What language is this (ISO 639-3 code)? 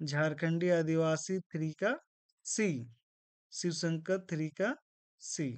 kru